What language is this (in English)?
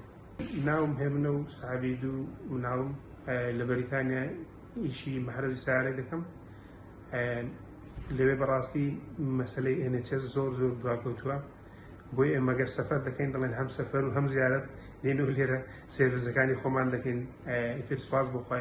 Central Kurdish